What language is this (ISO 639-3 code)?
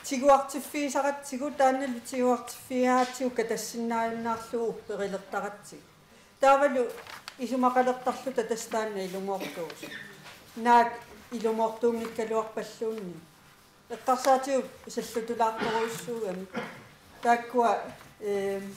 kal